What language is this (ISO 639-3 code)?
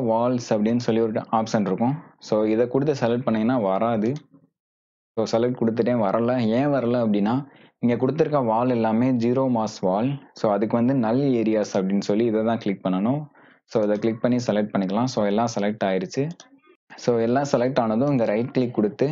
tam